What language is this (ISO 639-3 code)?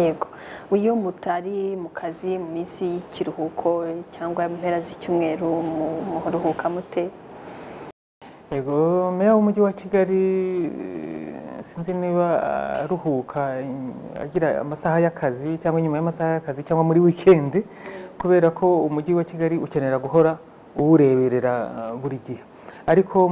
kin